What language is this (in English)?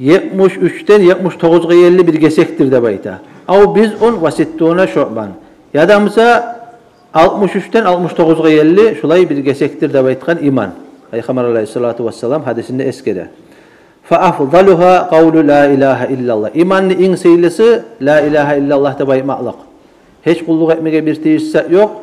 Kumyk